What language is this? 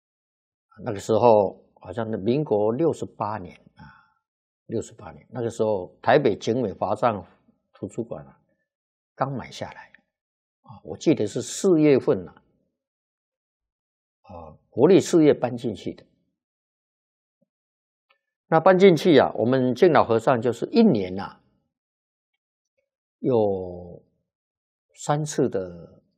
Chinese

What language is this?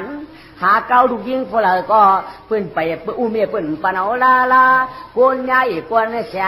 Shan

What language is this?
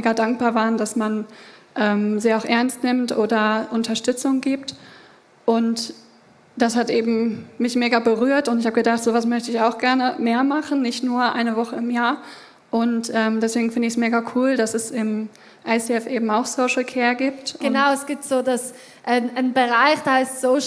Swiss German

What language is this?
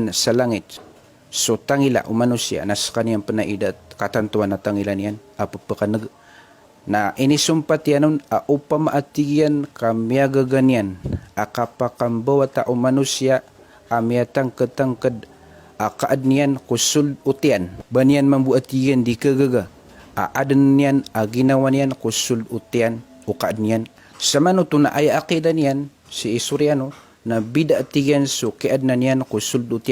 Maranao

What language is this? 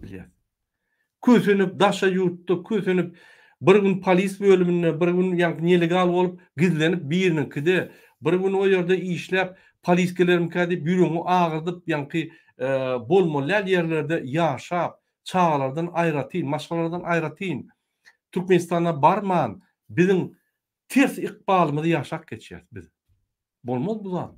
Turkmen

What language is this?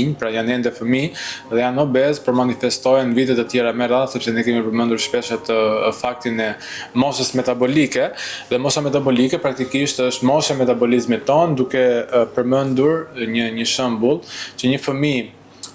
Albanian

